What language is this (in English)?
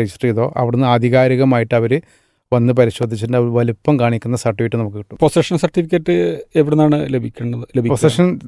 Malayalam